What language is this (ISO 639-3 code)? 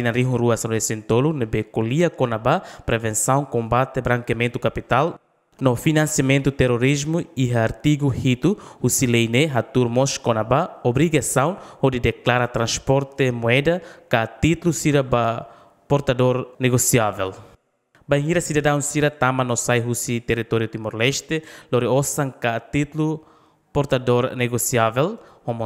tet